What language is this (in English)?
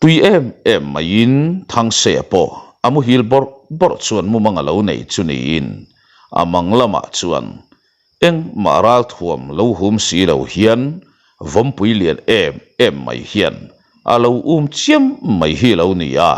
Mizo